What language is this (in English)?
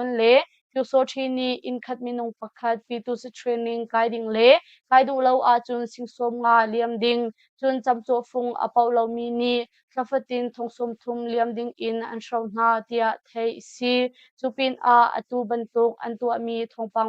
Hakha Chin